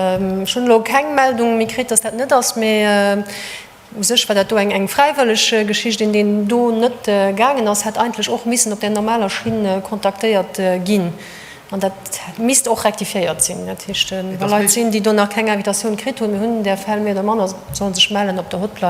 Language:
Luxembourgish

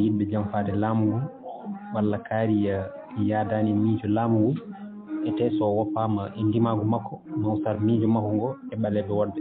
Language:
Fula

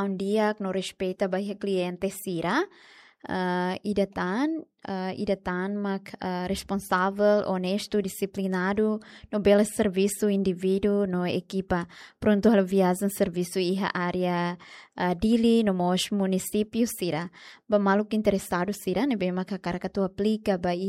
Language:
Tetum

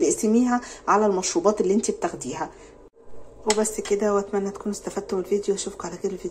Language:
Egyptian Arabic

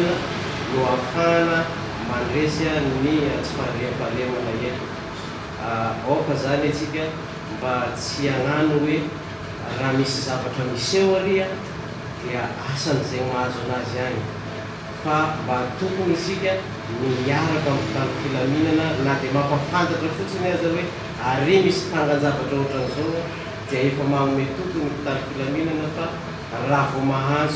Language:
Malagasy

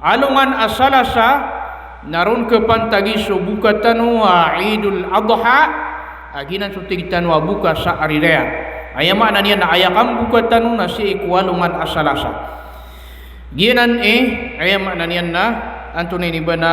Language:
Maranao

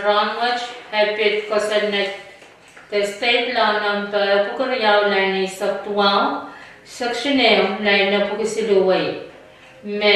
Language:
Pohnpeian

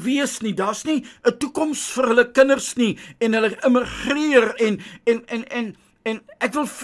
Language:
Afrikaans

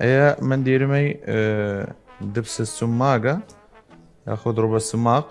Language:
Southern Kurdish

